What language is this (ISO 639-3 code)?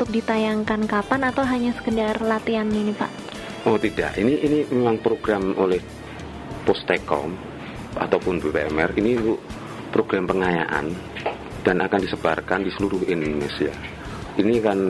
ind